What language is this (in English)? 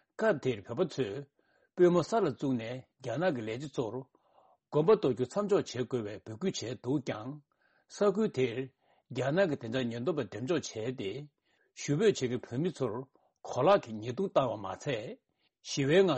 Tibetan